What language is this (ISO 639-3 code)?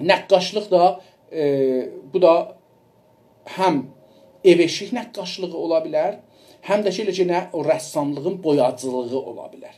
azb